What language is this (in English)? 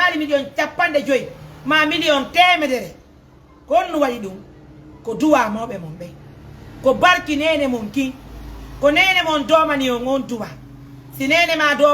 Fula